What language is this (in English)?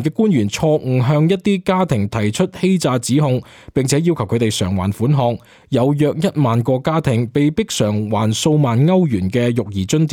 Cantonese